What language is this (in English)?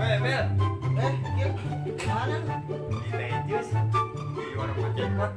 Betawi